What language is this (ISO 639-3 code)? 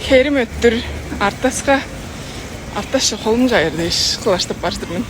tyv